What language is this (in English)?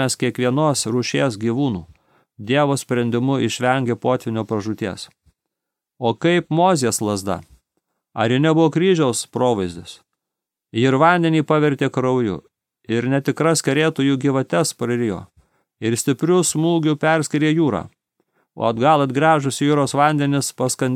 Lithuanian